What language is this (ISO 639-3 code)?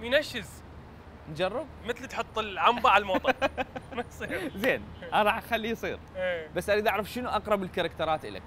acm